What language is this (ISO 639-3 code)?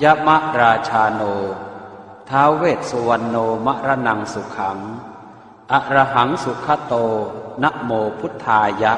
pli